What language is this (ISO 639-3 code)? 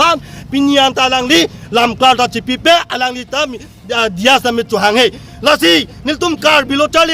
mjw